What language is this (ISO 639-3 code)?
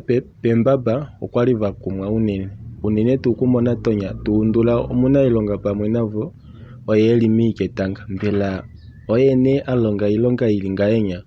kua